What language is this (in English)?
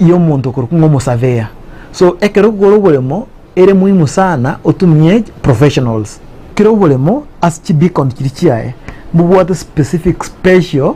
Gusii